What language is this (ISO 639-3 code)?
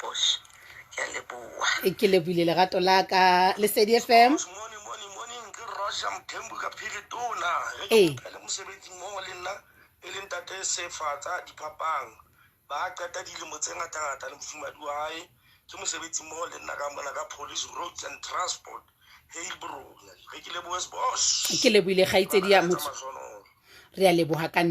sot